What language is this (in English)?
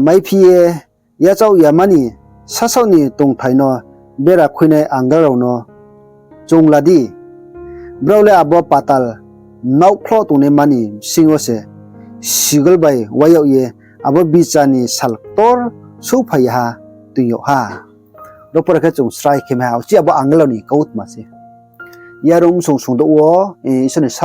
Riang (India)